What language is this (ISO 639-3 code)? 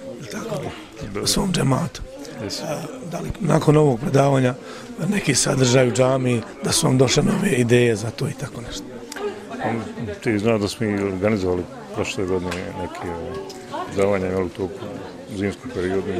bos